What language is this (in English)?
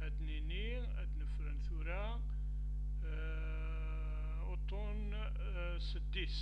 Kabyle